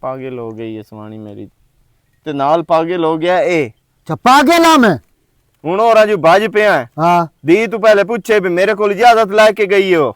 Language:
Western Panjabi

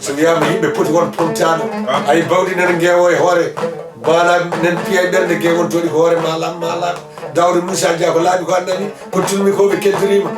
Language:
Fula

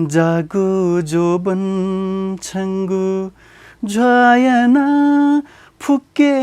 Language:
Newari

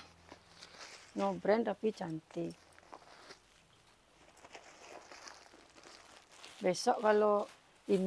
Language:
Indonesian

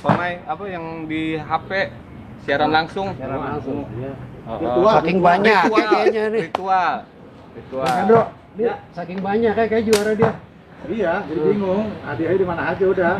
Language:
Betawi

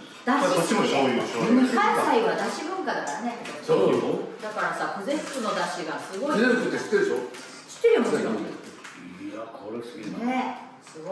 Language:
Japanese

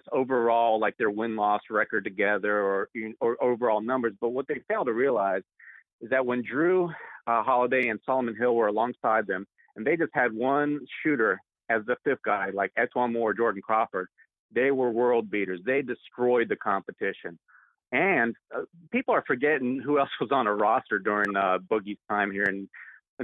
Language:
English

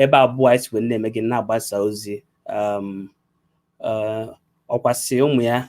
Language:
Igbo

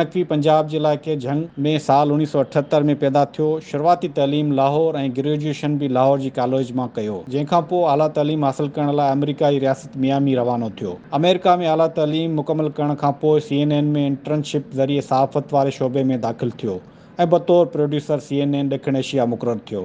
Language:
Sindhi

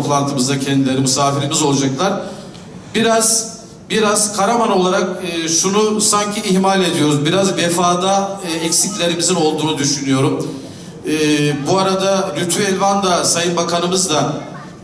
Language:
Turkish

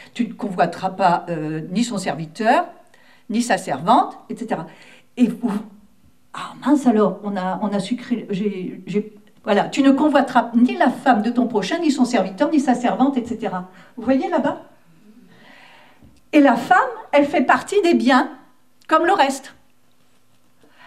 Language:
French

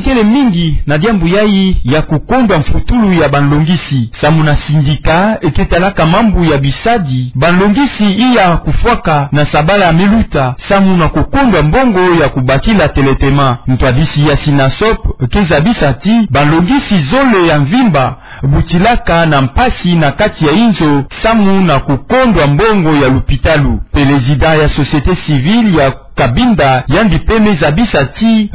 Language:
Kituba (Democratic Republic of Congo)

